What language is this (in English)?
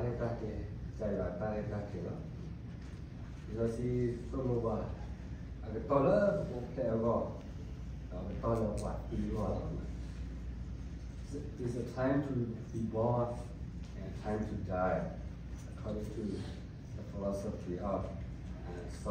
S'gaw Karen